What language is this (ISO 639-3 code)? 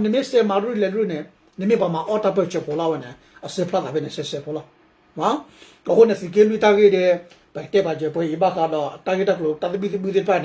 ksw